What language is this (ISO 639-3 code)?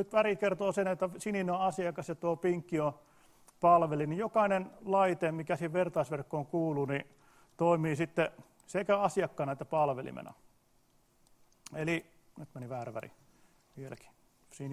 fin